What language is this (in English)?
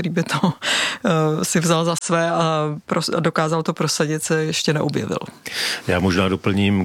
Czech